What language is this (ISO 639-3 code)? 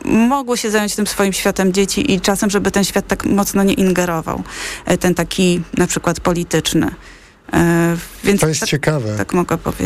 pol